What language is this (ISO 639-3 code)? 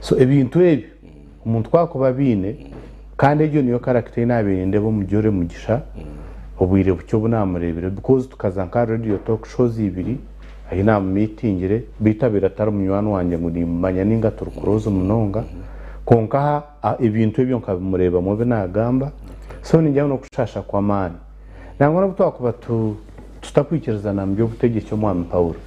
nyn